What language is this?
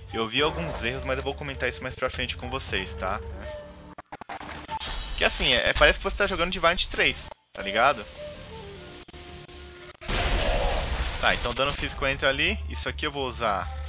Portuguese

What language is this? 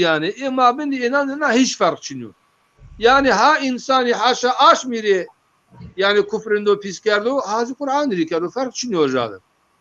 Zaza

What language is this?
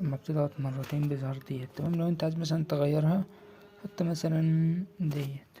Egyptian Arabic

